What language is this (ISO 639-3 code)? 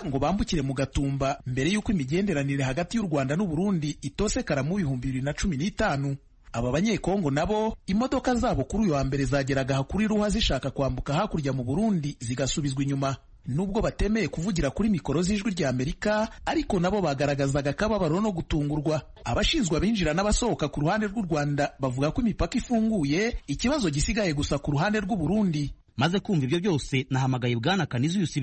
kin